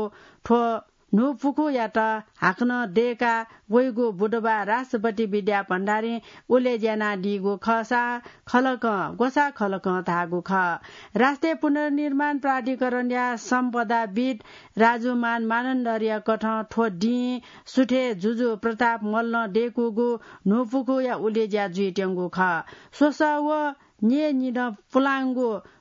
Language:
Newari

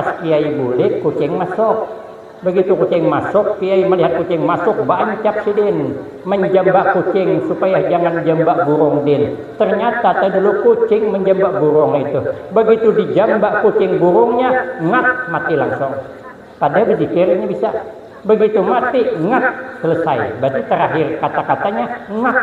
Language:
Banjar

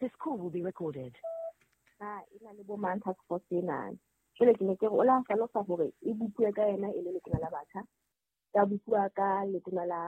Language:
Southern Sotho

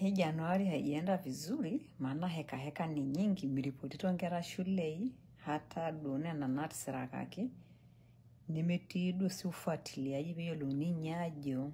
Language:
Masai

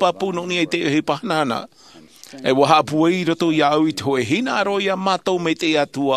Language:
Tahitian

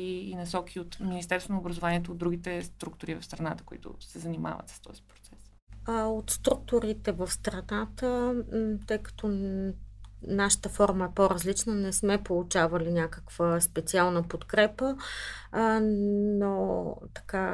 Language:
Bulgarian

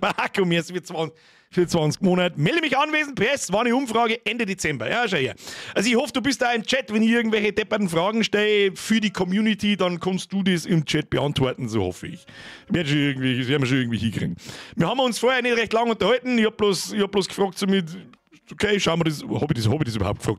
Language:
Bavarian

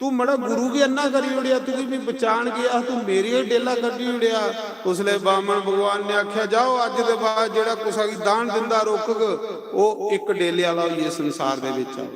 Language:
Dogri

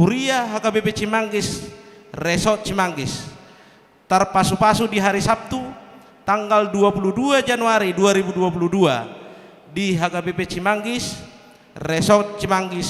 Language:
Batak Toba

